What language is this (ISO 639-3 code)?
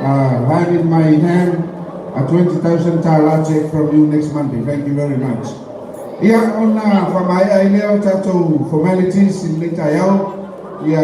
smo